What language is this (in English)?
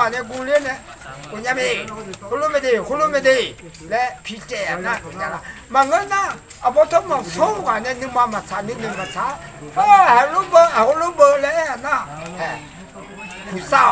Akha